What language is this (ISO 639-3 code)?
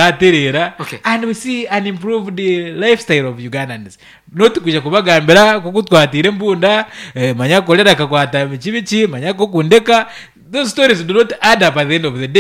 nyn